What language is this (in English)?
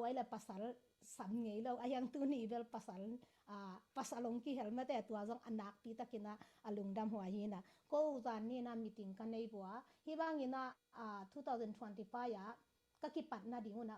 Tedim Chin